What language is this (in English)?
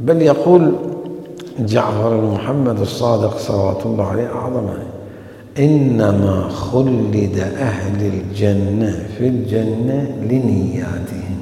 Mesopotamian Arabic